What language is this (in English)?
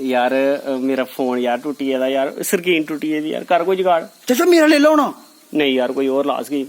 Dogri